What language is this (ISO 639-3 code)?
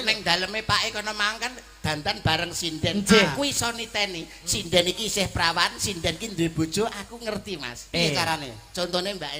jav